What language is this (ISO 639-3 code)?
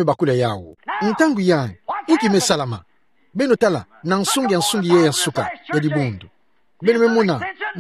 ktu